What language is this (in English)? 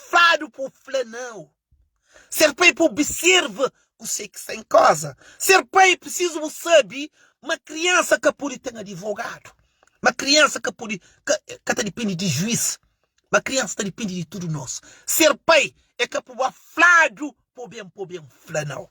Kabuverdianu